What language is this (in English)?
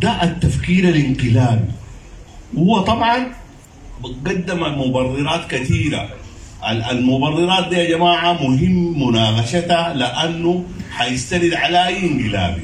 Sudanese Arabic